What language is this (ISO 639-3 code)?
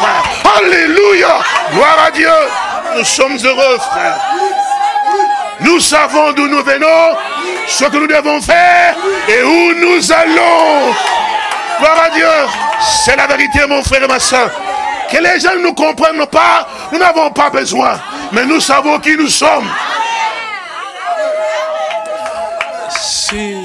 fra